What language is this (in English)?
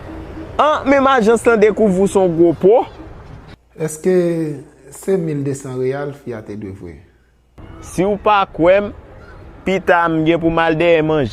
Haitian Creole